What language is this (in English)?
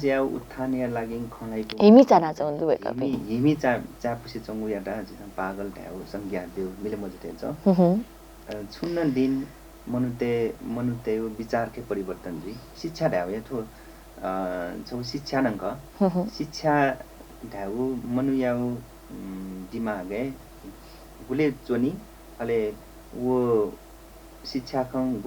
Newari